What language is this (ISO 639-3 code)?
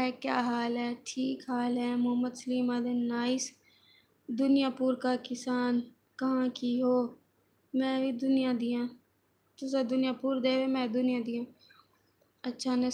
skr